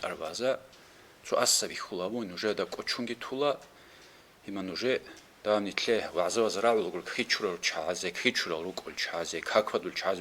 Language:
Avaric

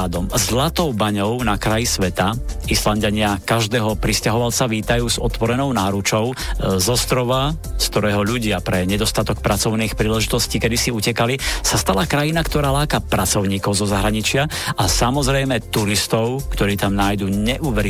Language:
Slovak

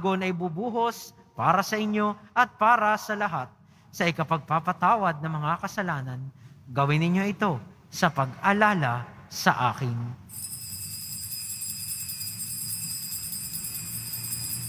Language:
Filipino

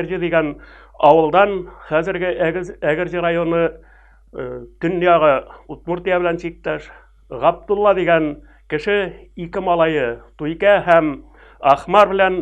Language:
Tatar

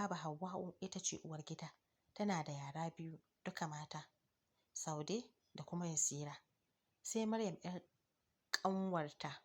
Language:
Hausa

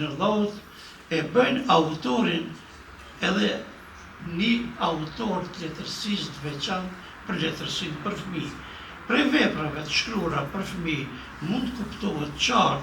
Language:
Albanian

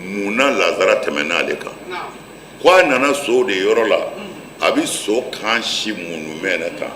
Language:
Bambara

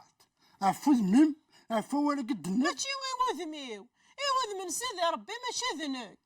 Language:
Kabyle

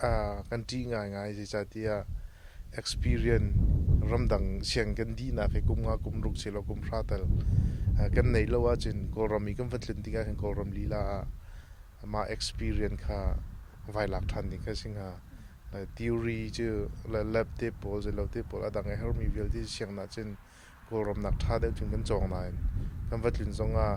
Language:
Hakha Chin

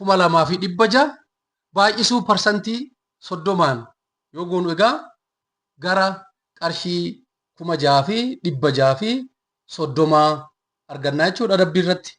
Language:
Oromo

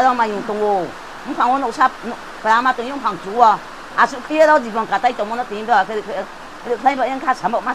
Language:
Riang (India)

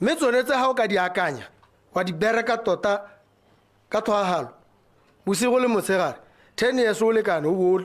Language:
Tswana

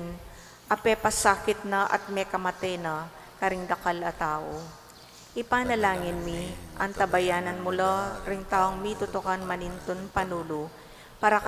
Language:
Pampanga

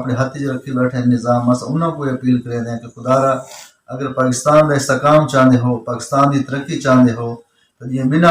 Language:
Saraiki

